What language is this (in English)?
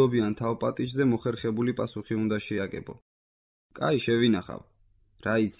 Georgian